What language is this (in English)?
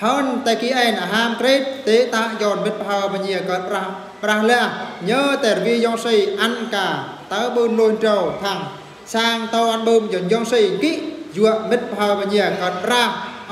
Eastern Bru